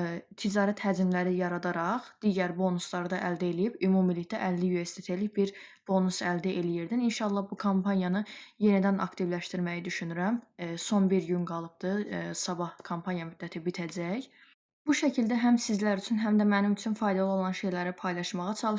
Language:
Azerbaijani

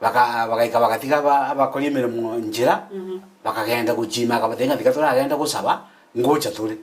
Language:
Gusii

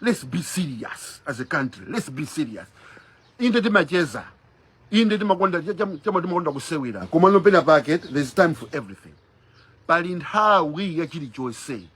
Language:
Nyanja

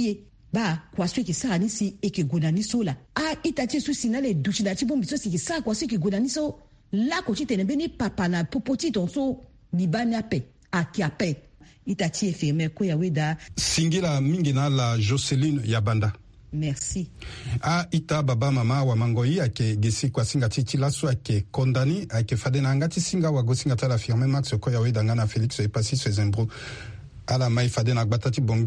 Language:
Sango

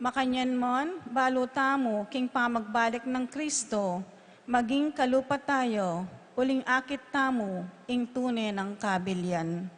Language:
Pampanga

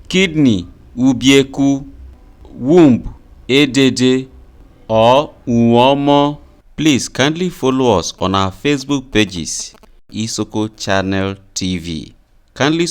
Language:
Isoko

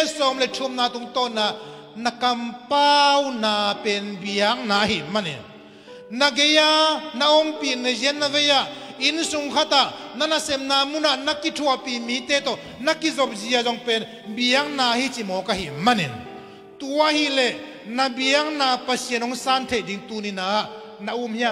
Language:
Tedim Chin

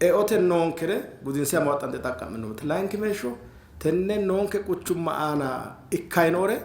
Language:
Sidamo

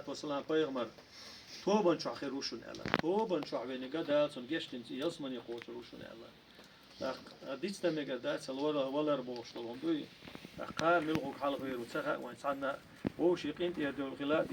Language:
Chechen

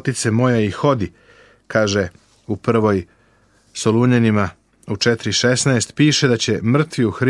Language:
Serbian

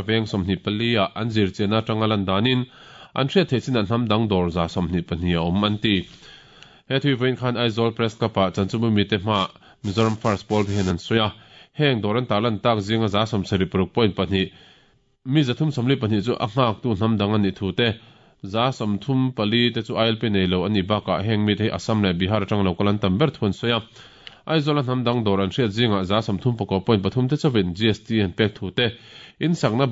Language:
Mizo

